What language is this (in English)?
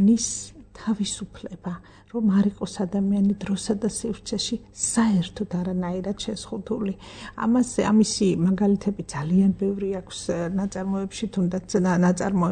Georgian